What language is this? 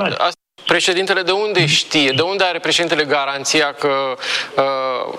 Romanian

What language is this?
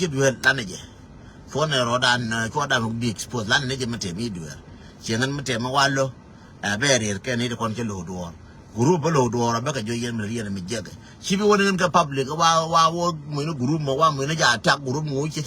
Nuer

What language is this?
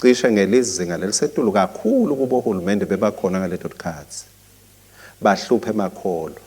Swati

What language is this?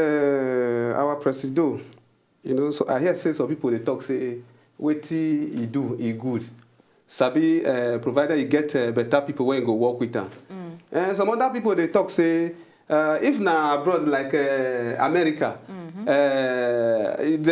Nigerian Pidgin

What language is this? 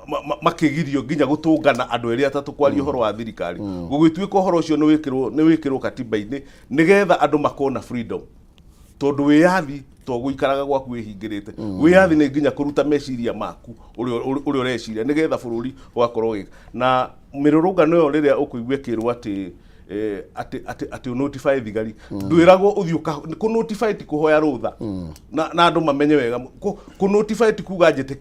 Kikuyu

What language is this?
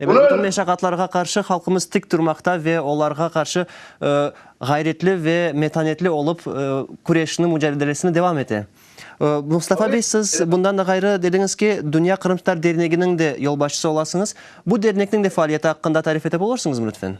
Crimean Tatar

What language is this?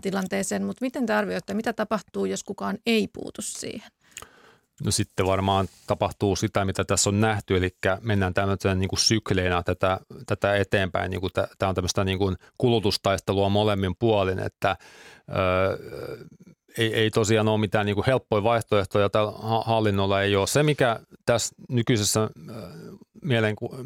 Finnish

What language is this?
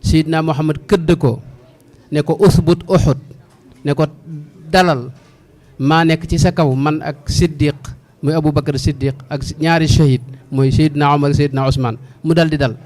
Wolof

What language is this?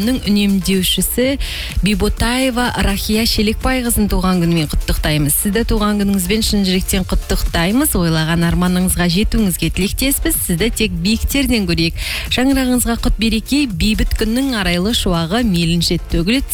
Kazakh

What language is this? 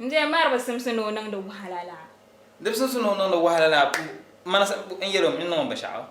Dagbani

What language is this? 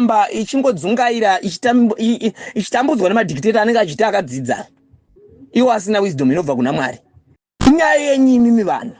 Shona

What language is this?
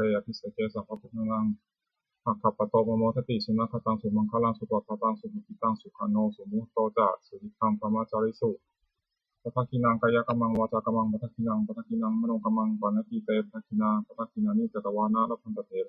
Pali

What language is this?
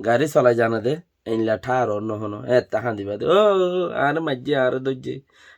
Rohingya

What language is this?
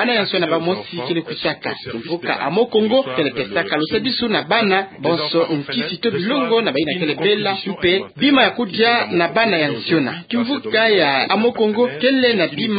Kituba (Democratic Republic of Congo)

